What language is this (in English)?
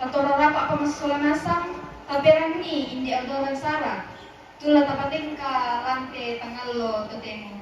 Toraja-Sa'dan